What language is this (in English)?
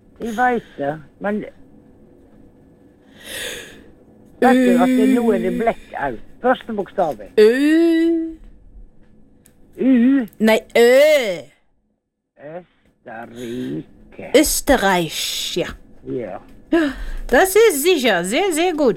Norwegian